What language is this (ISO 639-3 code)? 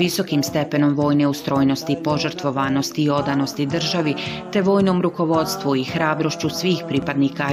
bos